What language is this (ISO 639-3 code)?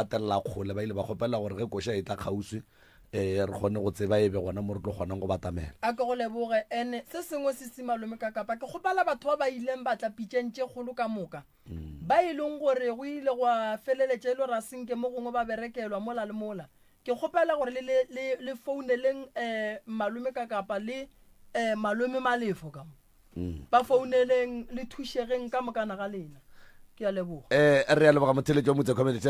nso